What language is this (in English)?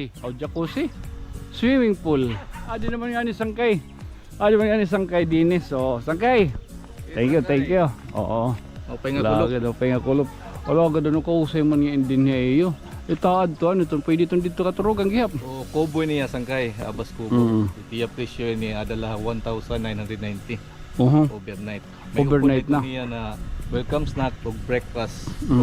Waray